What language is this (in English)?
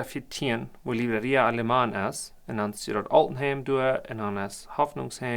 Plautdietsch